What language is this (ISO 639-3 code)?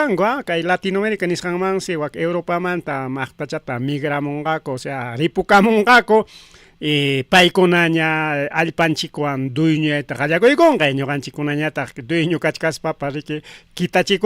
quy